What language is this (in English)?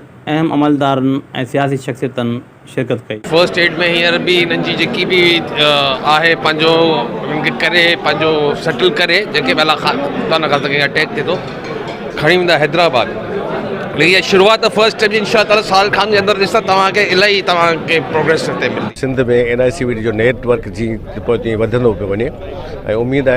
Sindhi